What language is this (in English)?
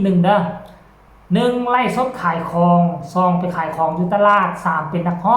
Northeastern Thai